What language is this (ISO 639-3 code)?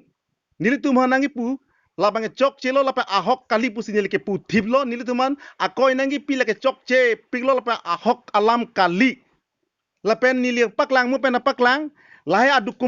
mjw